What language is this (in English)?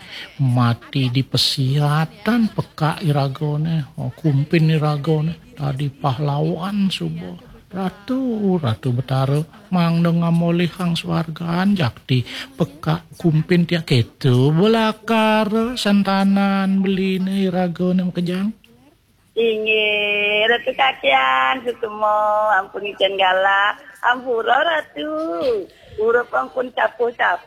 Balinese